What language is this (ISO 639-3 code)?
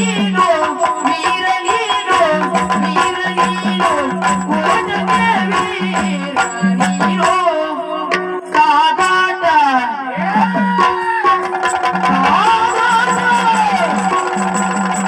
kan